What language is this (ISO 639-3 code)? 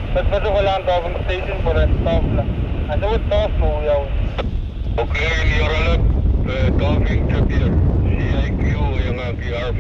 pon